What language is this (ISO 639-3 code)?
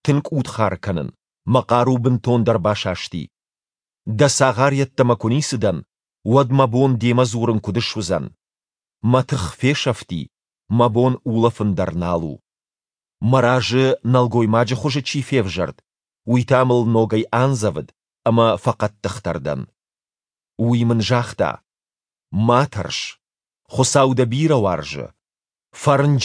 oss